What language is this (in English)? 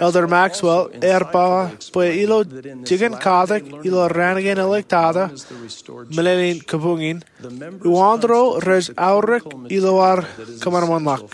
Marshallese